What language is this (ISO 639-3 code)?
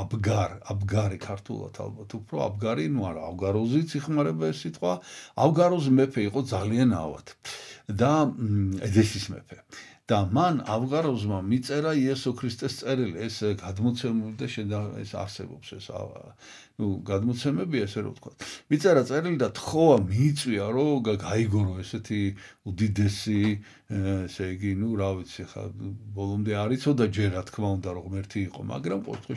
kat